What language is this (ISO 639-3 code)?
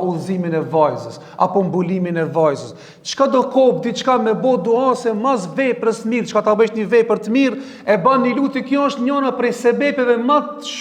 sqi